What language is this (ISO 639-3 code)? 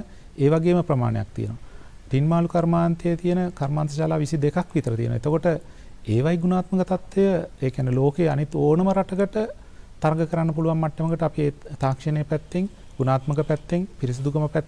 sin